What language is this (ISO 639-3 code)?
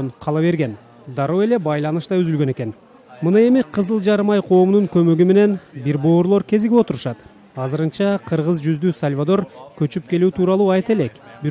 kir